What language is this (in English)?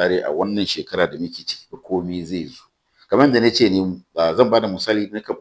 Hausa